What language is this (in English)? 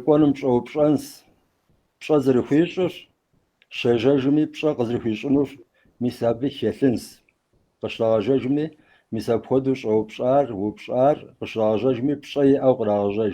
Kabardian